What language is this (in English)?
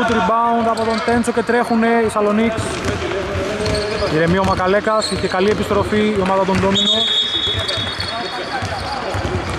Greek